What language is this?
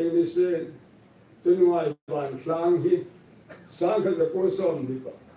Hmar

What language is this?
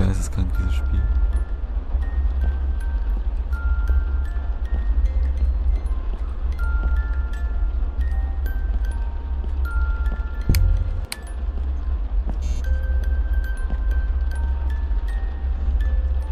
German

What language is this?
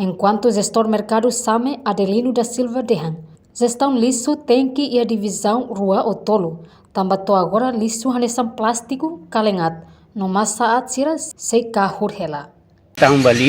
Tetum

